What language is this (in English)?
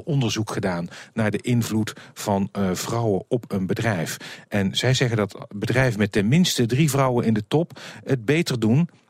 Dutch